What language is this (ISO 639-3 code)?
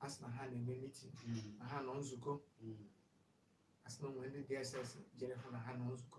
ibo